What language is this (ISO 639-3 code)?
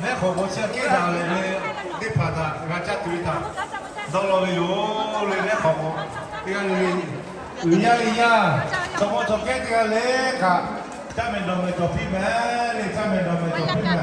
lhu